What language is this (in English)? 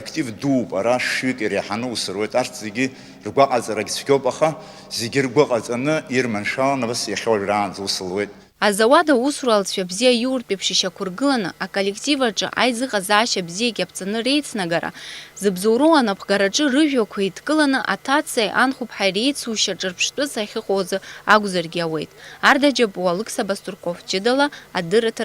Abkhazian